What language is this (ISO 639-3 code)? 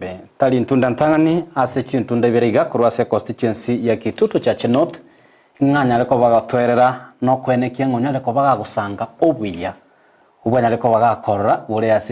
guz